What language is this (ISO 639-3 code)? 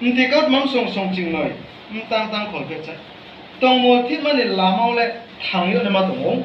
ria